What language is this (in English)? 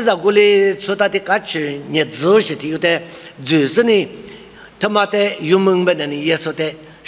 Lisu